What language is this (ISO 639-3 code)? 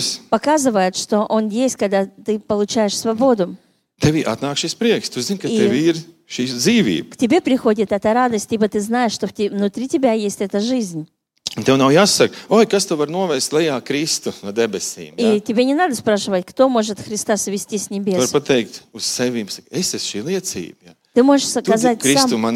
lav